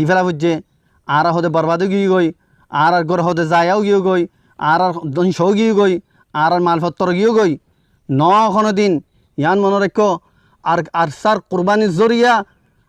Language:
Rohingya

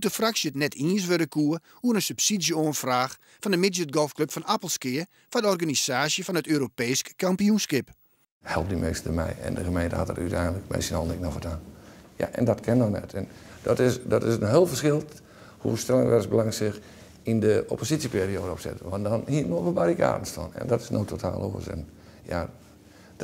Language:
Western Frisian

